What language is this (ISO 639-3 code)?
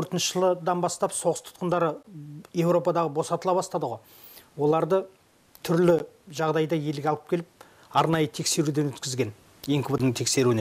kaz